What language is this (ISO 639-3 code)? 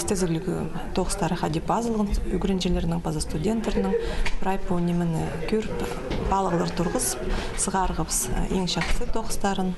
kjh